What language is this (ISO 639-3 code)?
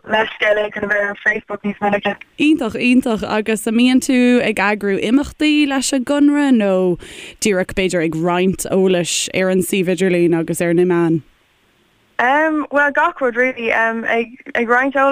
gle